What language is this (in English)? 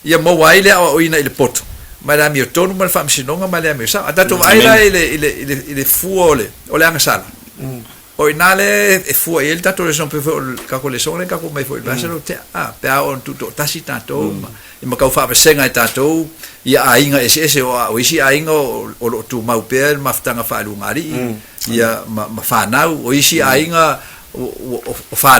Samoan